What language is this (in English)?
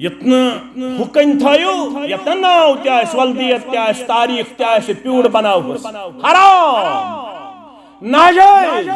Kashmiri